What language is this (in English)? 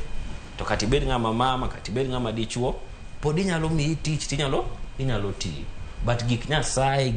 Luo (Kenya and Tanzania)